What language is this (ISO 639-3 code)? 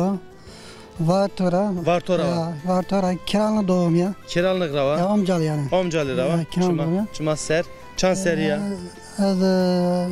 zza